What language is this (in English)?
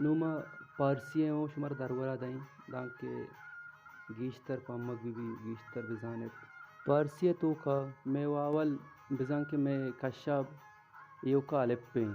Baluchi